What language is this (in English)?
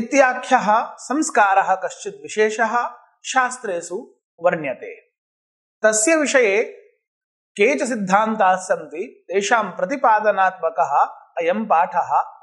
Sanskrit